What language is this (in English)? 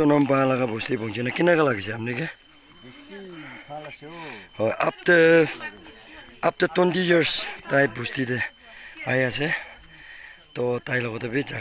Naga Pidgin